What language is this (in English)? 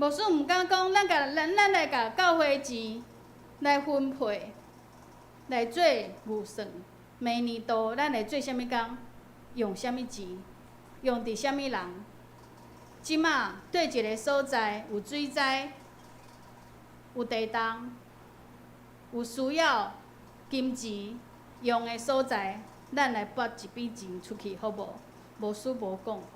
Min Nan Chinese